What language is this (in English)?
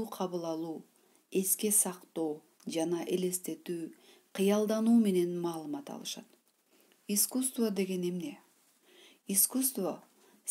Kyrgyz